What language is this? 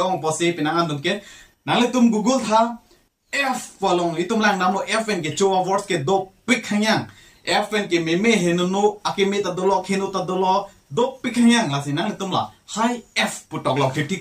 Karbi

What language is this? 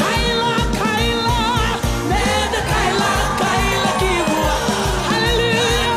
Fijian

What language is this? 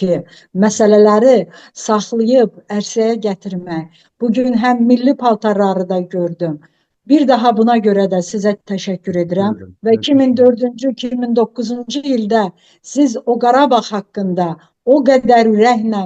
Azerbaijani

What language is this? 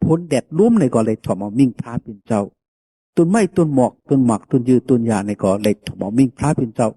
Shan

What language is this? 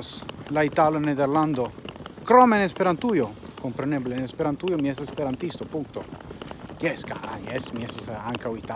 Esperanto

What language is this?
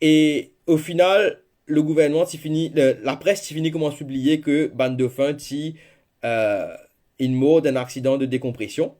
Morisyen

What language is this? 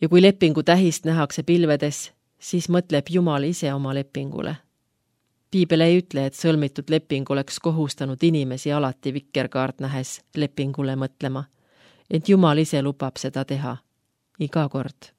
Estonian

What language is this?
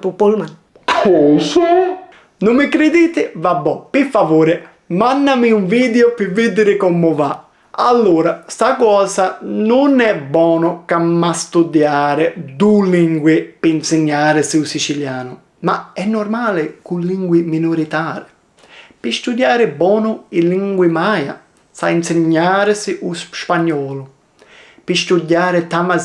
Sicilian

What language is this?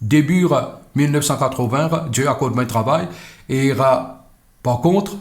Morisyen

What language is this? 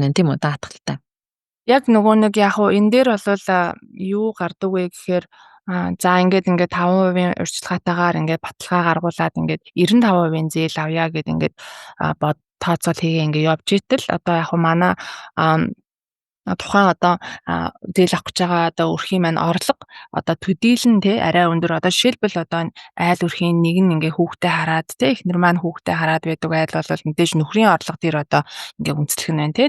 Mongolian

